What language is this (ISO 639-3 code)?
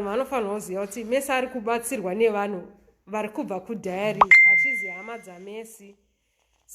sna